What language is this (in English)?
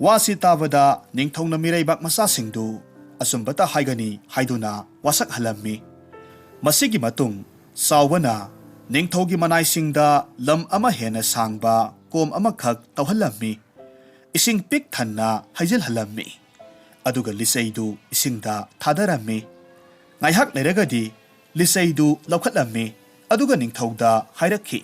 Manipuri